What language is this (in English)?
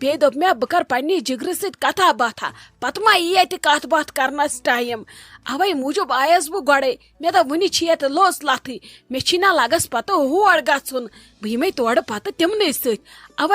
Kashmiri